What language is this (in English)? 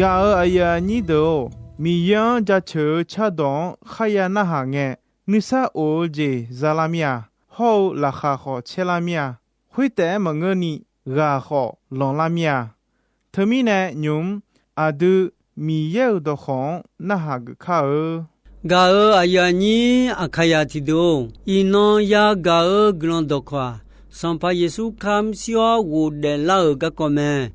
Akha